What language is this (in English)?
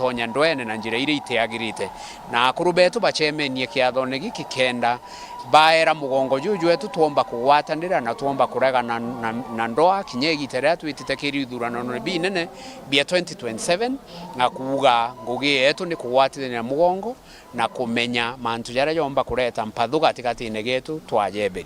Meru